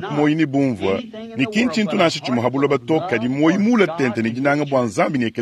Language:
Luba-Lulua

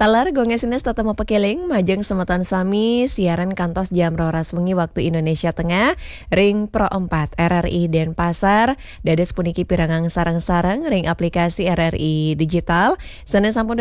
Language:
Balinese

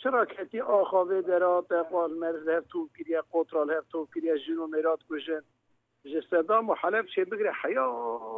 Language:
Kurdish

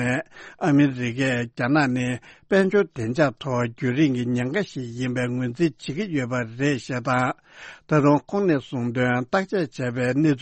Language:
Tibetan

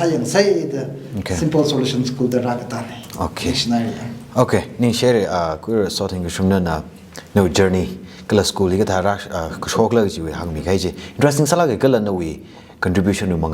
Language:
Tangkhul Naga (India)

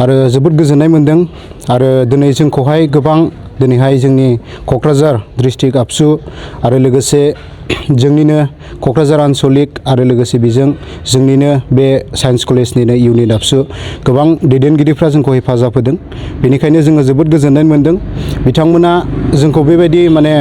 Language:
Bodo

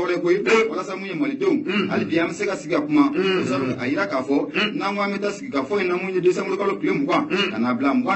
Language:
Bambara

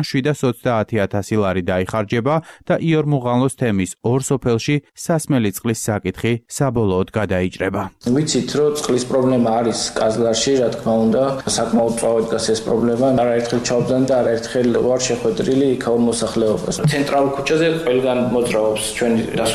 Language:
Georgian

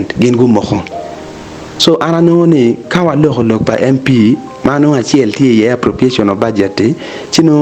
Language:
Acoli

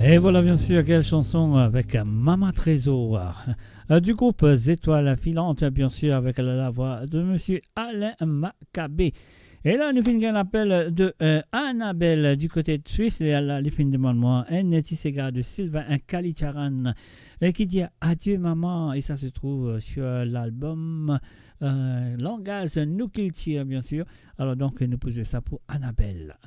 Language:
Morisyen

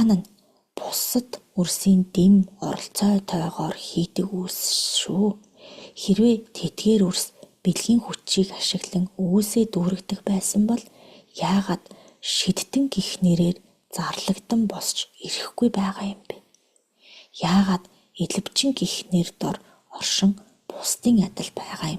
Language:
Mongolian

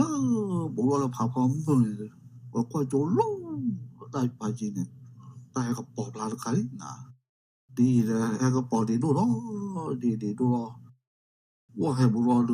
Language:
S'gaw Karen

